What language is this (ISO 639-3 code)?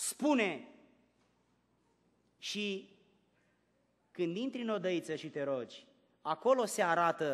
ron